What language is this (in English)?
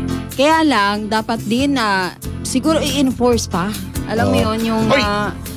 Filipino